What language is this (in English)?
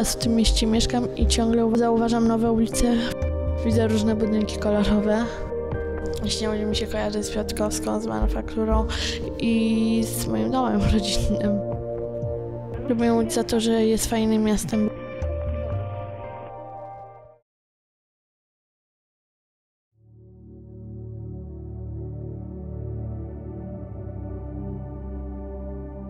Polish